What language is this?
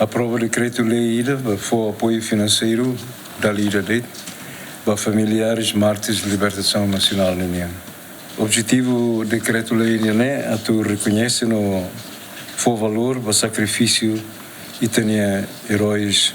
Tetum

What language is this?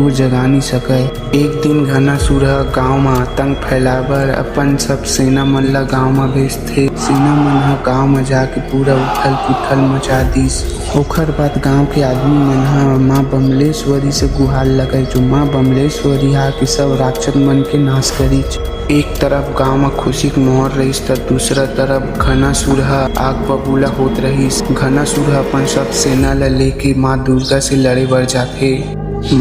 Chhattisgarhi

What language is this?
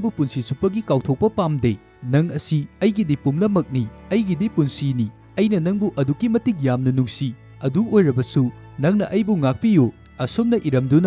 Manipuri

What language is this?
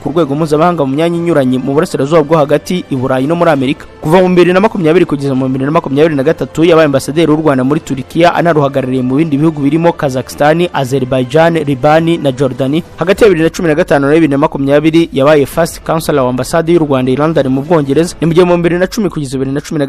Kinyarwanda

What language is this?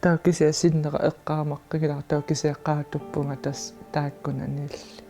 Kalaallisut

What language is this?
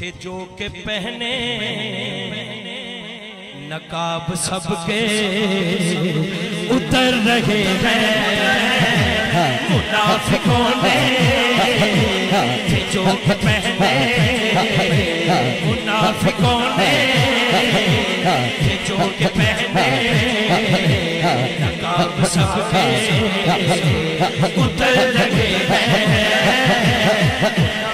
Urdu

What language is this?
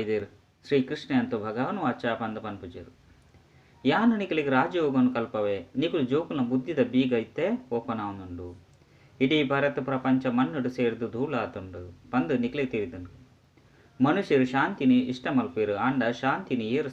Tulu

